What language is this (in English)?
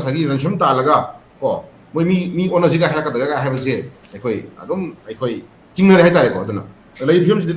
Manipuri